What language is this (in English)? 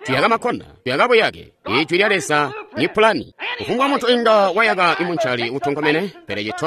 Tonga (Zambia)